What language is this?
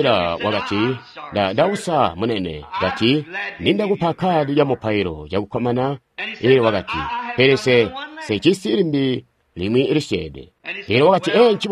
Tonga (Zambia)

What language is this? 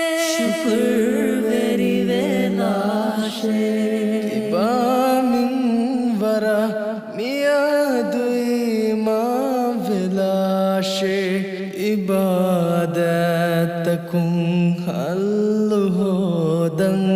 Divehi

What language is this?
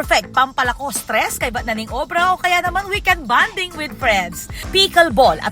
Pampanga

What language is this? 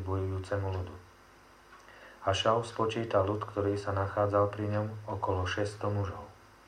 Slovak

